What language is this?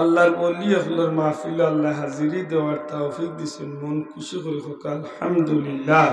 Sylheti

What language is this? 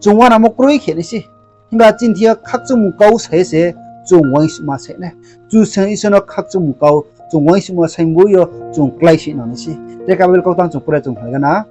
Riang (India)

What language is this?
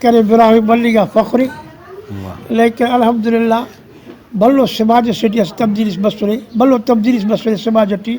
Brahui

